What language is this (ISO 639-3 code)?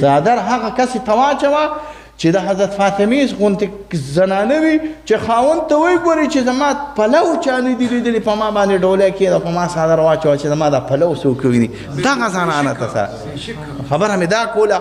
pus